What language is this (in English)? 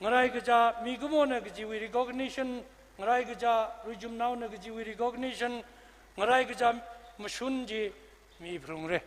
Tangkhul Naga (India)